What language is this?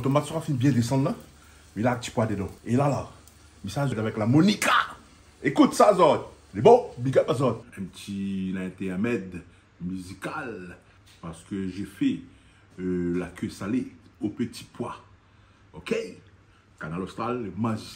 Réunion Creole French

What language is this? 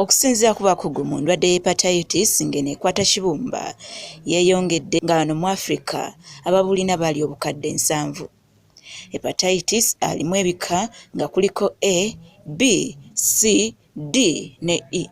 Ganda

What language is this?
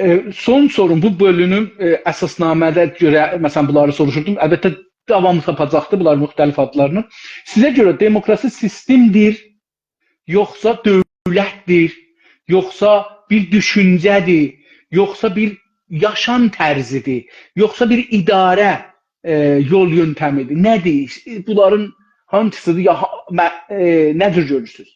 South Azerbaijani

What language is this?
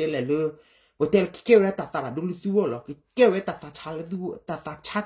S'gaw Karen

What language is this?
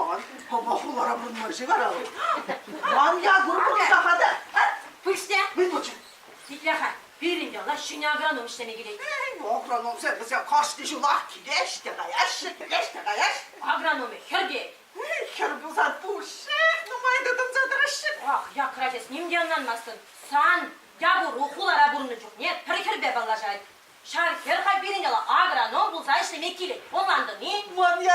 Chuvash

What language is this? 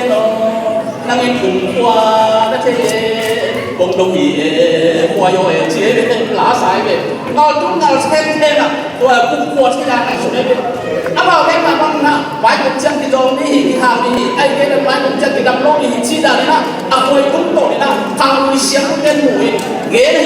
Tedim Chin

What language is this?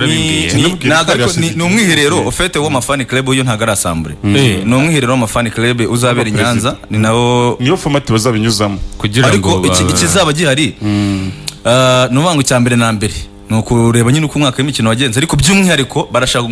Kinyarwanda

